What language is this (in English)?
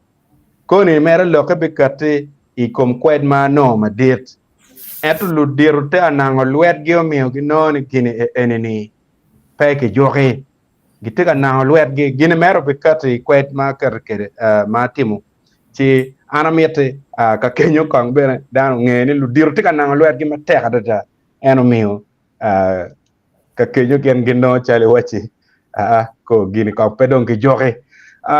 Acoli